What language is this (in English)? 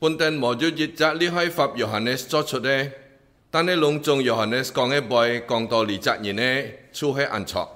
Hakka Chinese